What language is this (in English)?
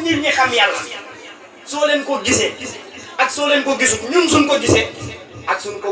Wolof